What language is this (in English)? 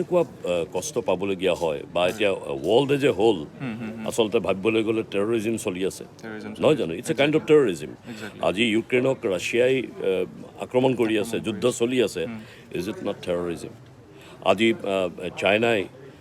Assamese